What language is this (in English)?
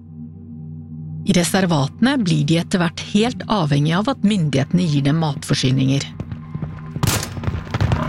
Norwegian